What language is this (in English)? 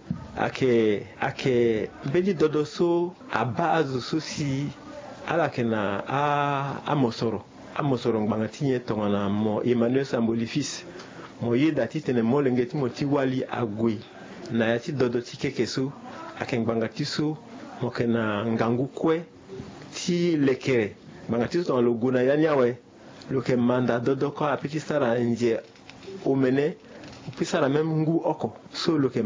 Sango